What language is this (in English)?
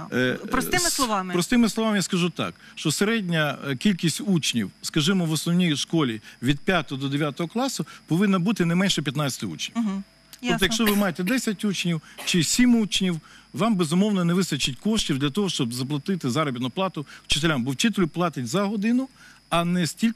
Ukrainian